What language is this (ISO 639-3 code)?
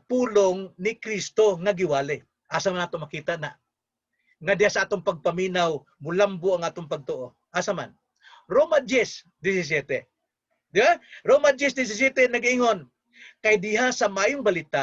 ceb